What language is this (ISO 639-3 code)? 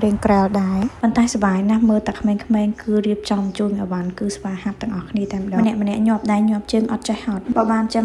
khm